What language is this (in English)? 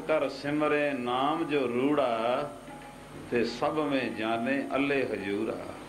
Punjabi